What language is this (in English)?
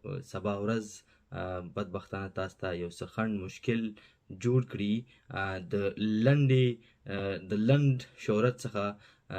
Pashto